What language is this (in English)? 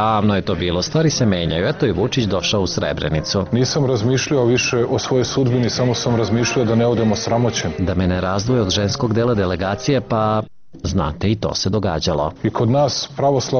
Serbian